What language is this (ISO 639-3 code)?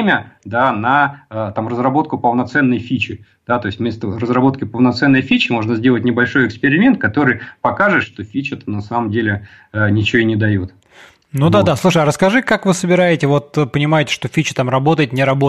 rus